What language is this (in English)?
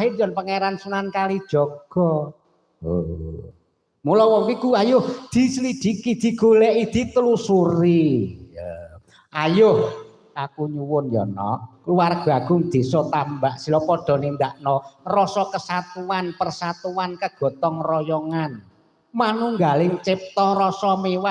Javanese